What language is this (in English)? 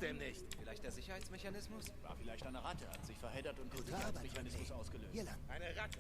Bavarian